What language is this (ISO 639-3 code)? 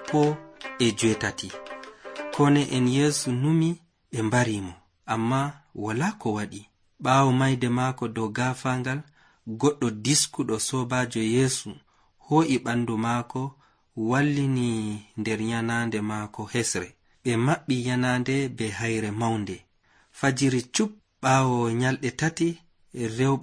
fuv